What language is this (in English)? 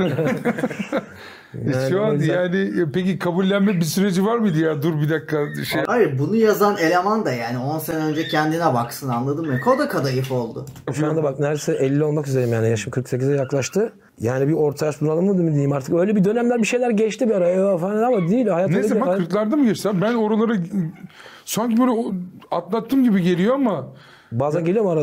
Turkish